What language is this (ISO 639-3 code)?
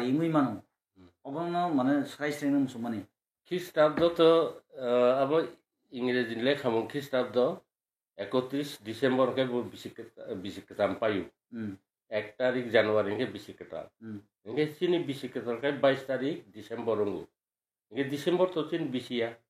trp